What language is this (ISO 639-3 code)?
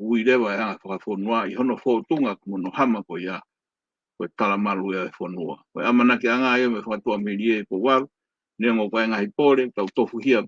ton